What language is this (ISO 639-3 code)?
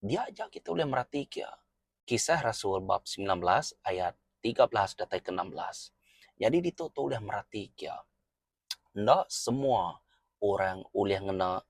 iba